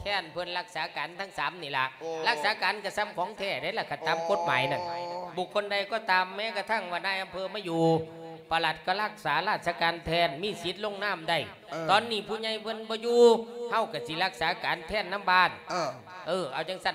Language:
Lao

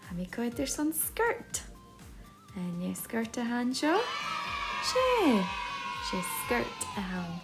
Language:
Scottish Gaelic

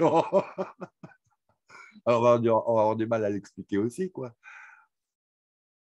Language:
French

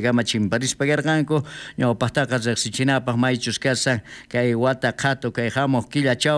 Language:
South Bolivian Quechua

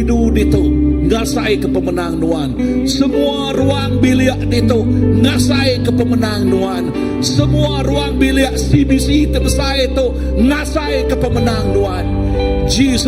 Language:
Iban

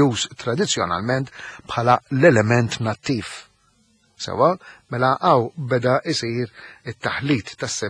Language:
Maltese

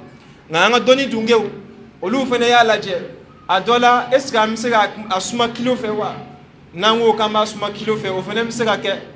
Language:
Bambara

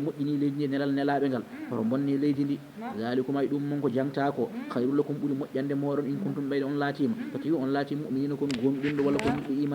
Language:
Fula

